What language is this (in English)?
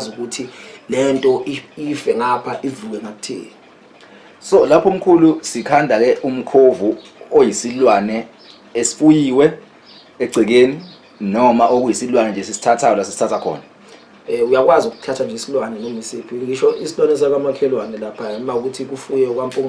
Zulu